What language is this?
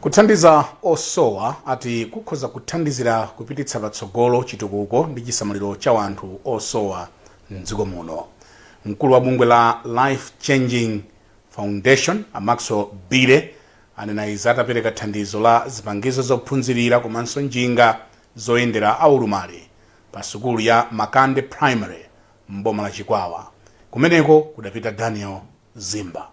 Nyanja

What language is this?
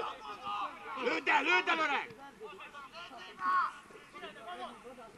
Hungarian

